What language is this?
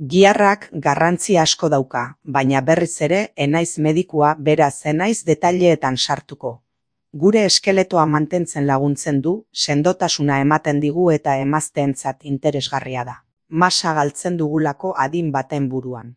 Basque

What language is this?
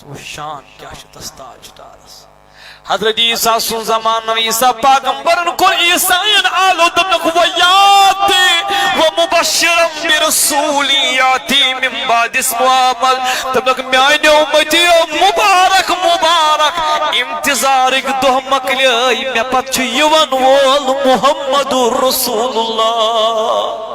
Kashmiri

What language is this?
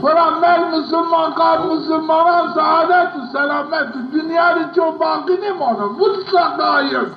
Zaza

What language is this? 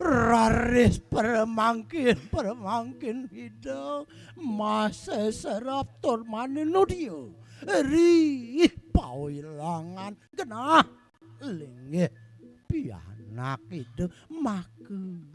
Balinese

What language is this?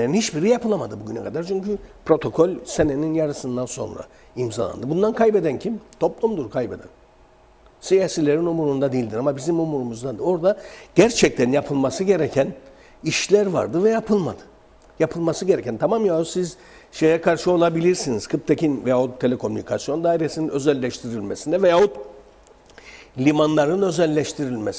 Turkish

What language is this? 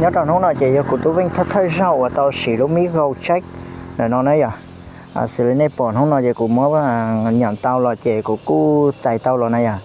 Hmong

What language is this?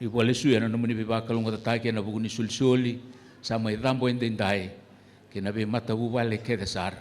Fijian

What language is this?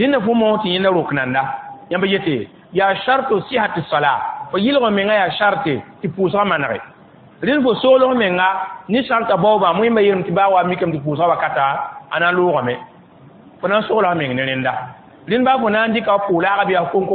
Mossi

